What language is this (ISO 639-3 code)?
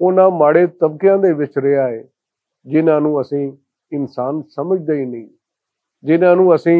lah